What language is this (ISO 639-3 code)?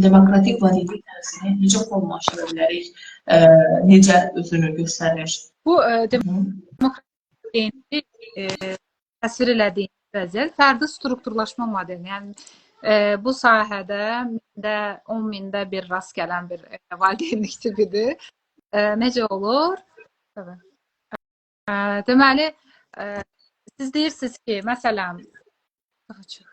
aze